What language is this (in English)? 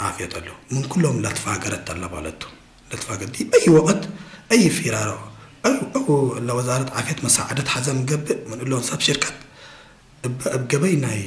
Tigre